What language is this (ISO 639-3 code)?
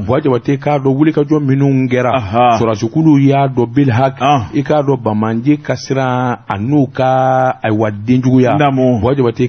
bam